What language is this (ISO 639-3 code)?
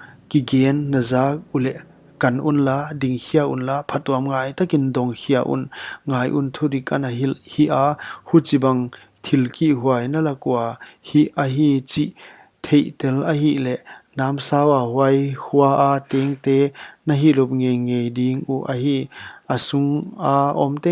pck